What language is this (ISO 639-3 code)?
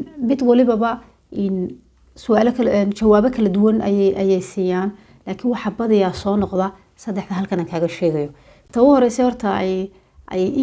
som